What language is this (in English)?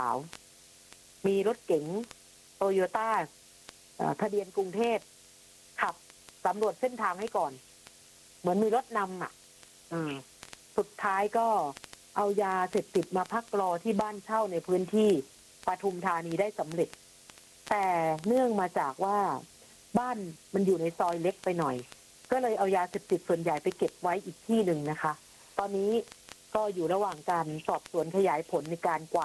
Thai